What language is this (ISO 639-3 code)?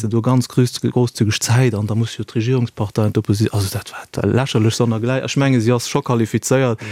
ltz